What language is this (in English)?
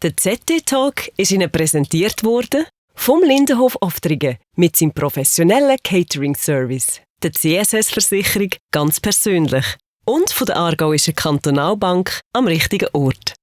Swiss German